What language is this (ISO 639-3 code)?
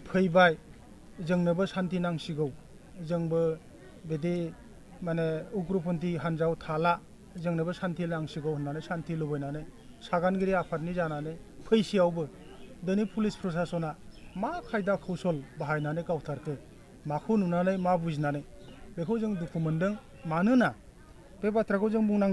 brx